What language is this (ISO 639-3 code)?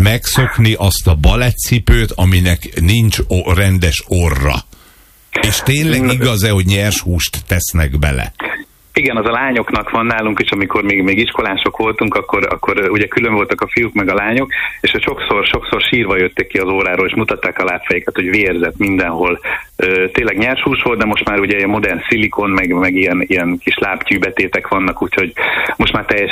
hun